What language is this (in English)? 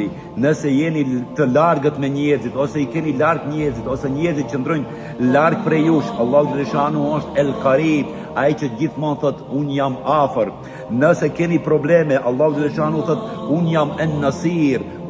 Albanian